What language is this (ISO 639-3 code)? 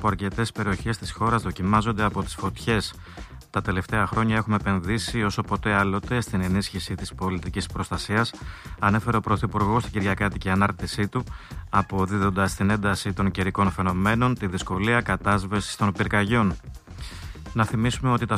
ell